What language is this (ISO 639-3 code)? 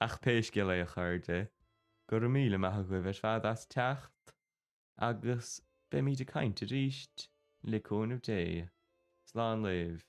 gle